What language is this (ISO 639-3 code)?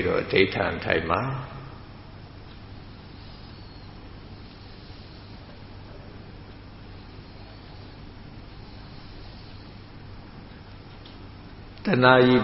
mya